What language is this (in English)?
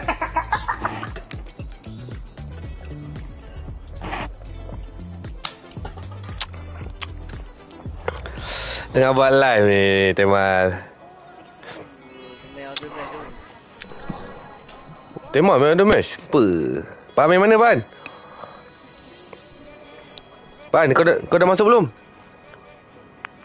Malay